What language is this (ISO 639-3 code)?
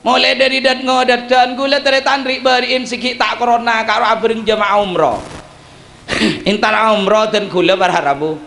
mad